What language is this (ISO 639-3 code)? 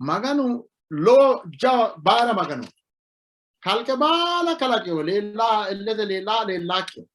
sid